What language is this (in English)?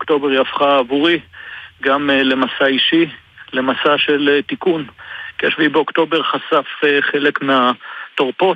Hebrew